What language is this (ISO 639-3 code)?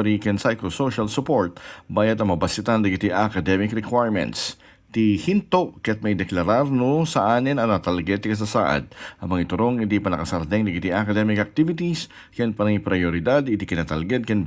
ilo